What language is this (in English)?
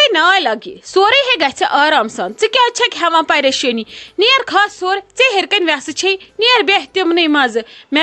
Kashmiri